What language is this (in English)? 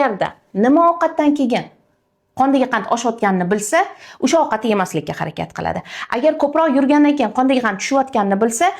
Uzbek